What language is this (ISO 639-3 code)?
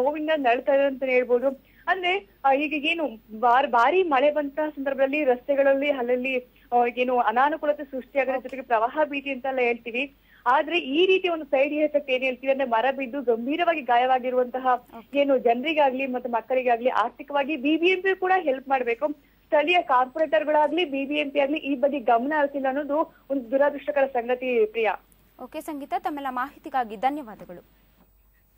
kan